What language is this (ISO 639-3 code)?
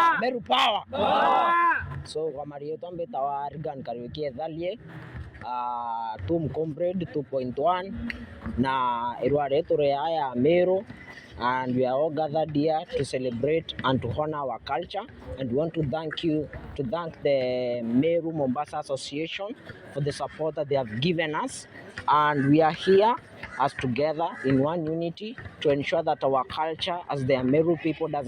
mer